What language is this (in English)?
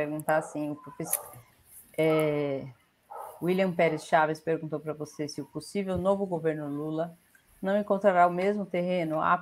Portuguese